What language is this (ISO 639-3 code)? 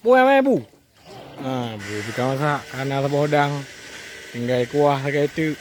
ace